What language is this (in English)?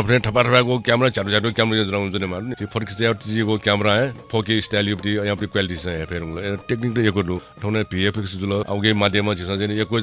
Newari